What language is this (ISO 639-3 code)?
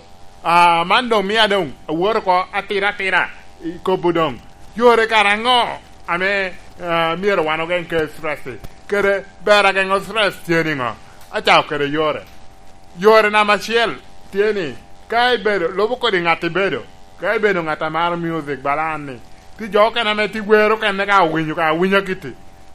laj